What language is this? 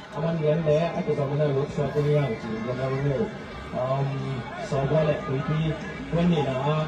Tedim Chin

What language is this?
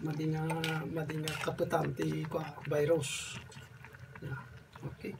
Iloko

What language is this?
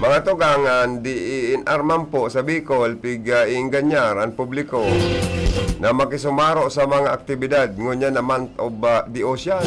Bikol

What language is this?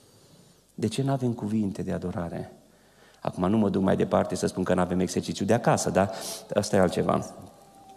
Romanian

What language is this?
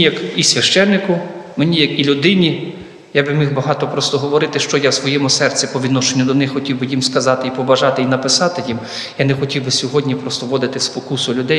Ukrainian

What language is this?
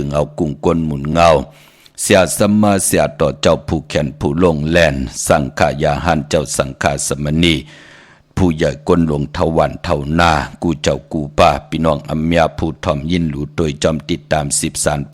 Shan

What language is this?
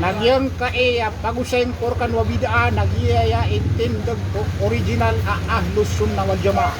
Maranao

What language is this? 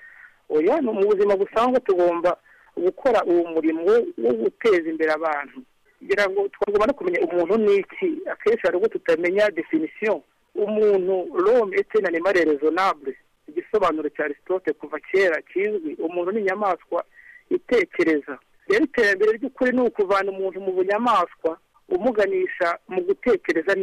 Kinyarwanda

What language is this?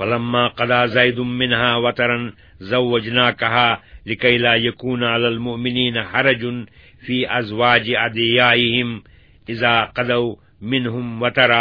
Kashmiri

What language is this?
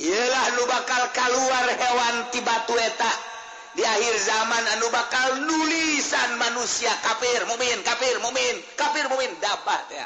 Sundanese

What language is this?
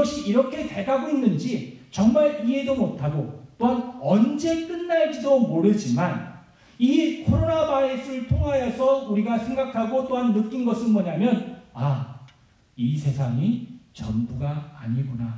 Korean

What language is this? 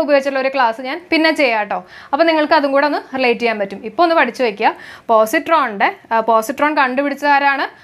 Malayalam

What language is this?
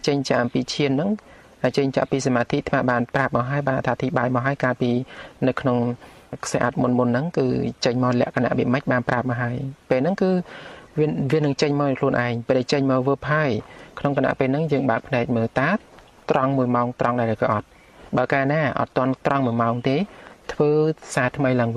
Khmer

